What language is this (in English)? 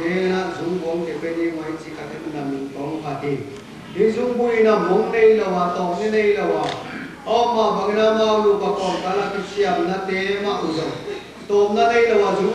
Tedim Chin